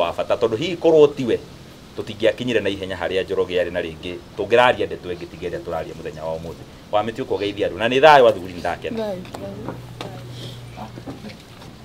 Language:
Kikuyu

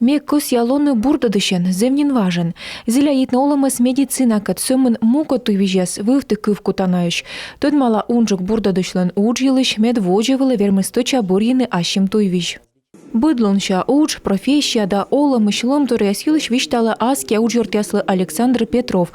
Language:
Komi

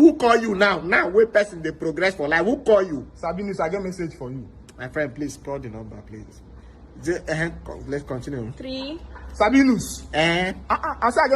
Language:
Nigerian Pidgin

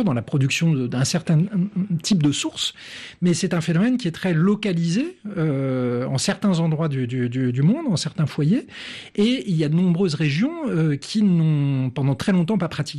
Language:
French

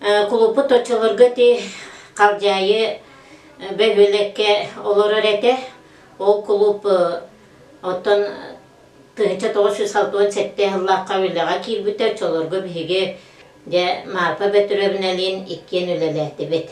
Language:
Yakut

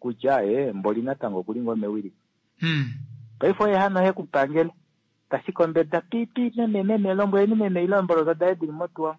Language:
Kuanyama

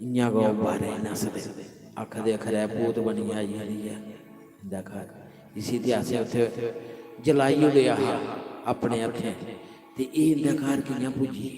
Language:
Dogri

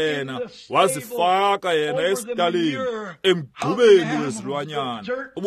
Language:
Xhosa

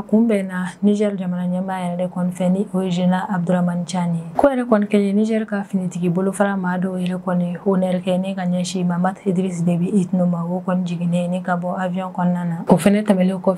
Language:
Bambara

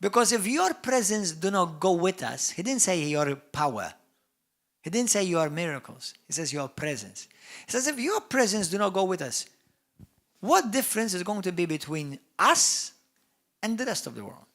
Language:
English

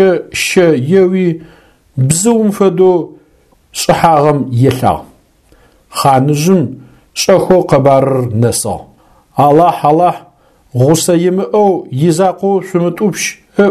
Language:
Adyghe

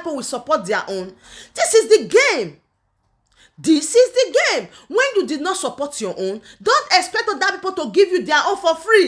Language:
Nigerian Pidgin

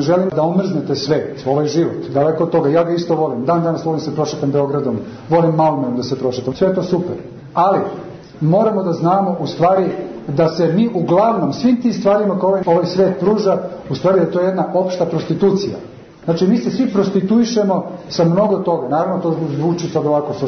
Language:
Serbian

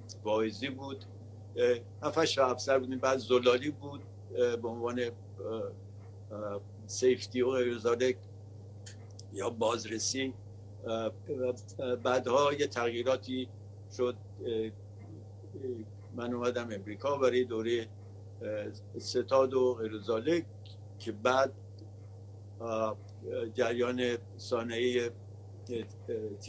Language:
Persian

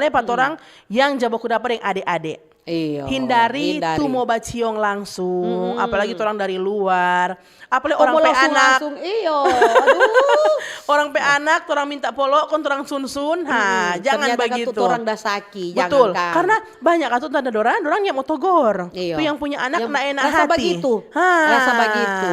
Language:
Manado Malay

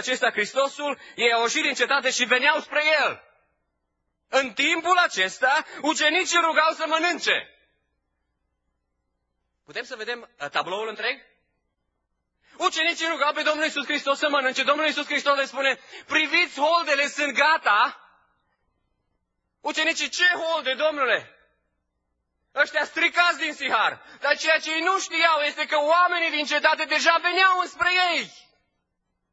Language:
Romanian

